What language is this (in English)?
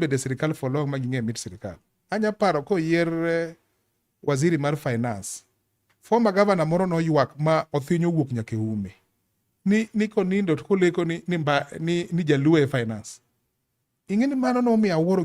Luo (Kenya and Tanzania)